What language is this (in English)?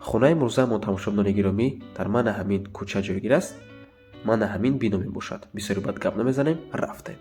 Tajik